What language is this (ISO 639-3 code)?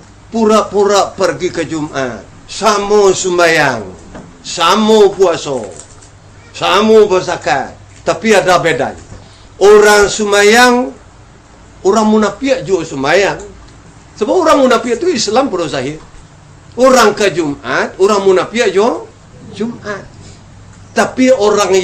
min